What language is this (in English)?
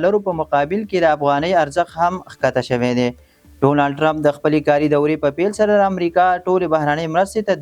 Pashto